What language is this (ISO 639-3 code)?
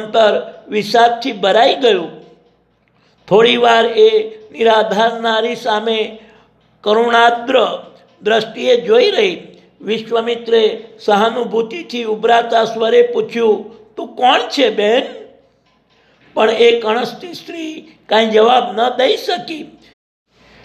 guj